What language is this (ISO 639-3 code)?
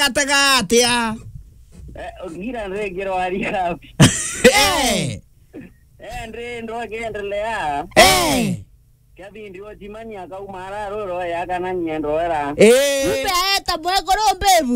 mer